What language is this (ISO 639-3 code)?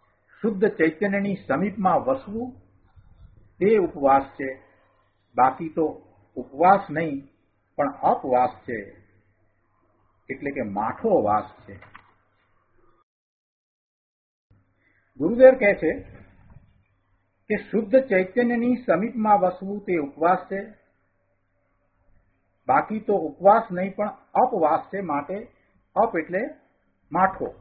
guj